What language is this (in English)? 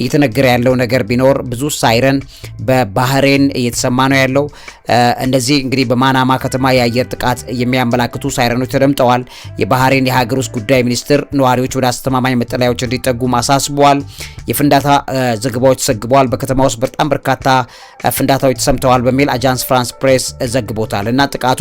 Amharic